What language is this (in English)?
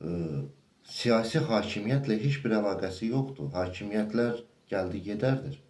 Azerbaijani